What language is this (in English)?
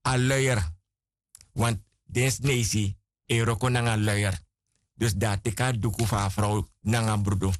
Sranan Tongo